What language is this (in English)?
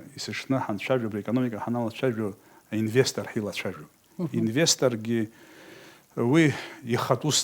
Abkhazian